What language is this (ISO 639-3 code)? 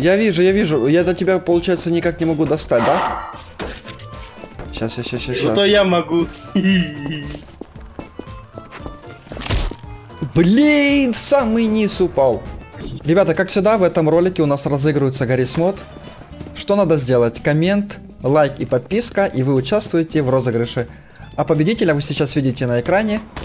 rus